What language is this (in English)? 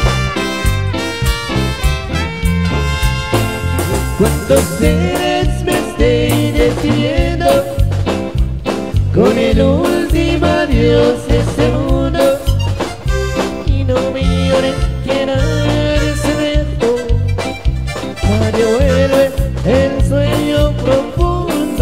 Spanish